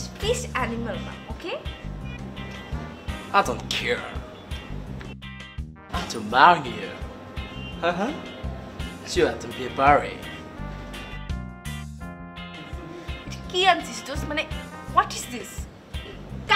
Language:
Bangla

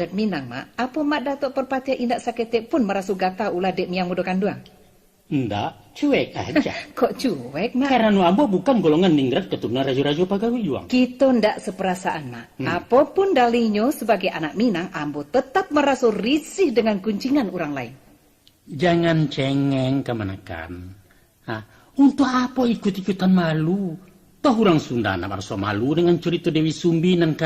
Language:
Minangkabau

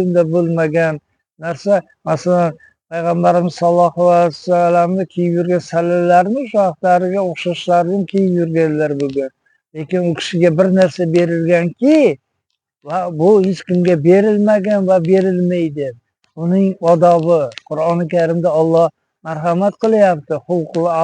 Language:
Uzbek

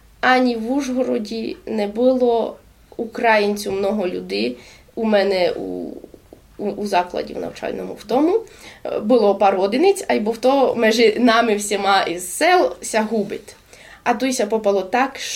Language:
Rusyn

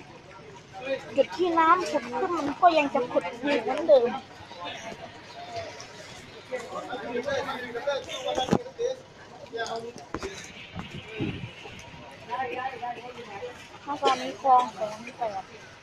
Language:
Thai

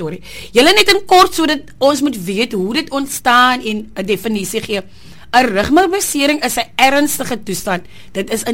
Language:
Afrikaans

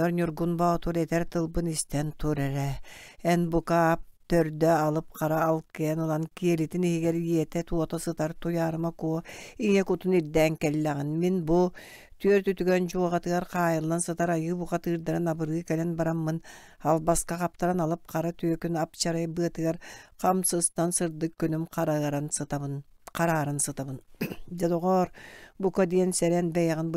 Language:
Yakut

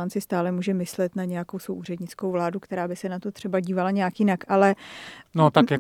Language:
Czech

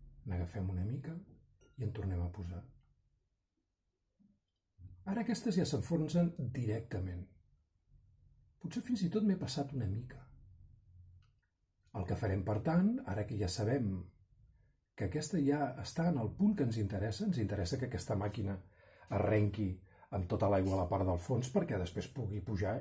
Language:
Catalan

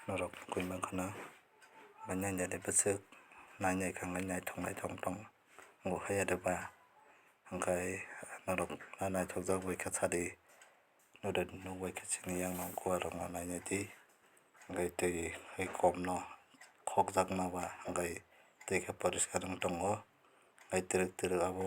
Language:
Kok Borok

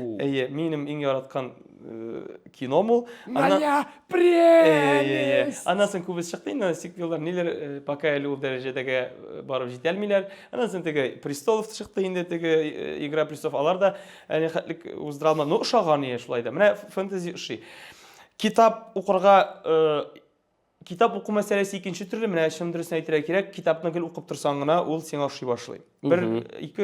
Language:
Tatar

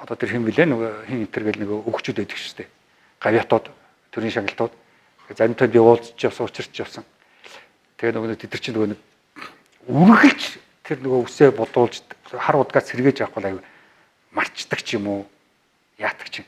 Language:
Mongolian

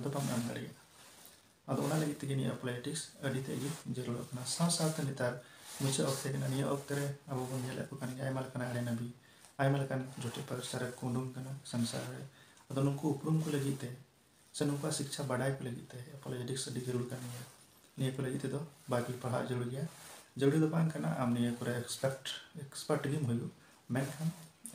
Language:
Santali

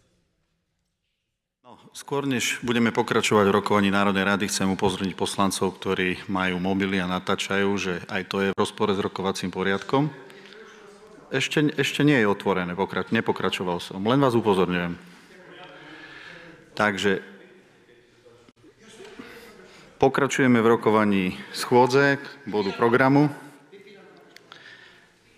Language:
Slovak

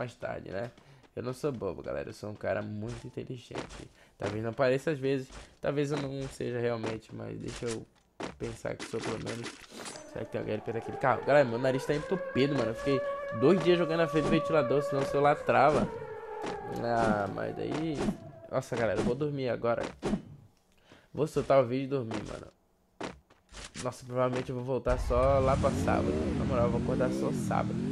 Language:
Portuguese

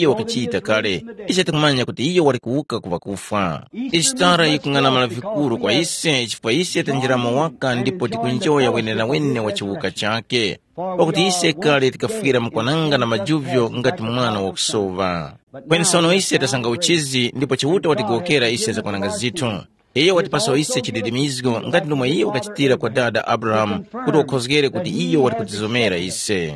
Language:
Tumbuka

